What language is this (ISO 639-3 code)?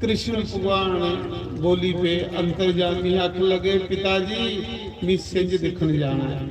doi